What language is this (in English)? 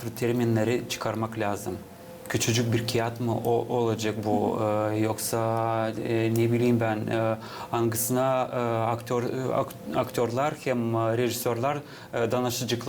Gagauz